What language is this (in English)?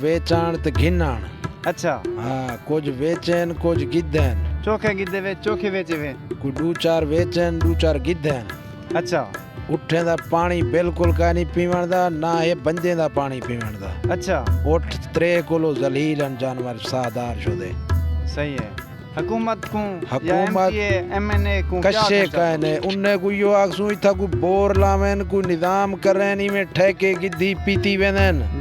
Saraiki